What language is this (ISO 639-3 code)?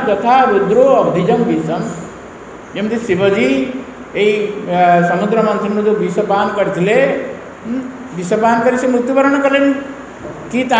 ori